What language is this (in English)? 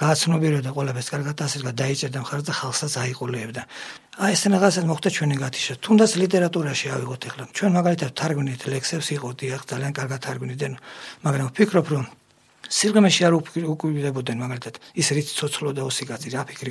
Georgian